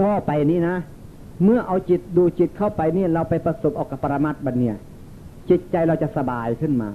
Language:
Northeastern Thai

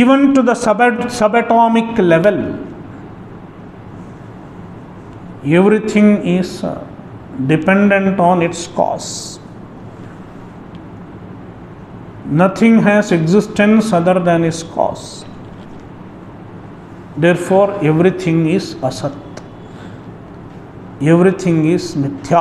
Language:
English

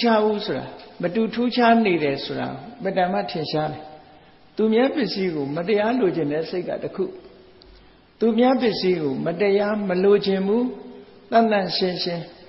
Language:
Burmese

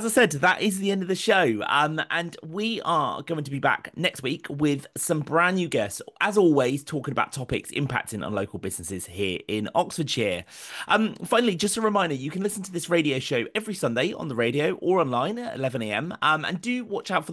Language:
English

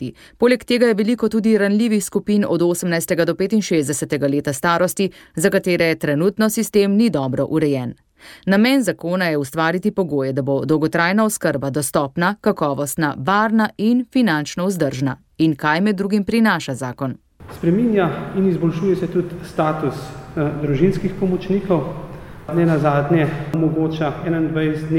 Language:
Slovenian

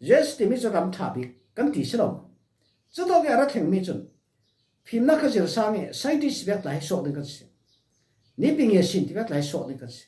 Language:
Falam Chin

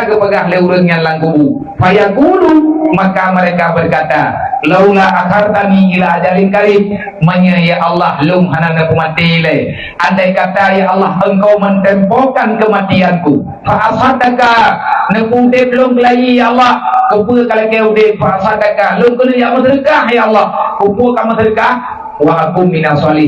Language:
Achinese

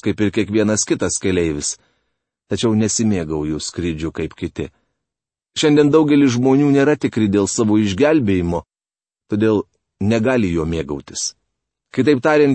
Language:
Lithuanian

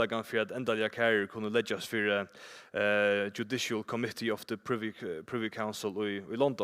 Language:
Faroese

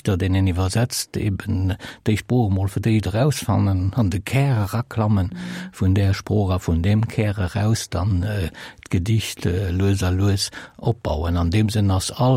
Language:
Luxembourgish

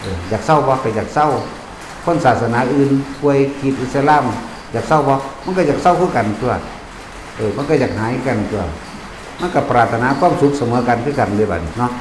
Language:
Northeastern Thai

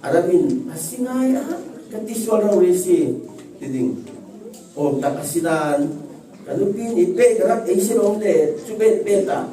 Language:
Falam Chin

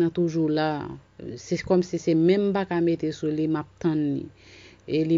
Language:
Haitian Creole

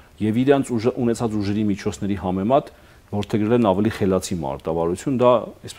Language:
Armenian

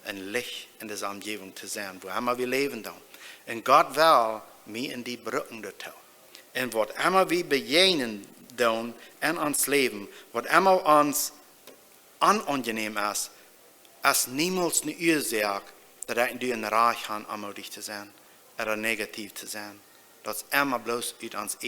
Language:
Plautdietsch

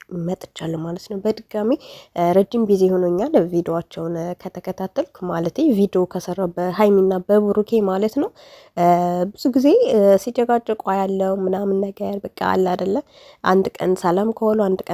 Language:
Amharic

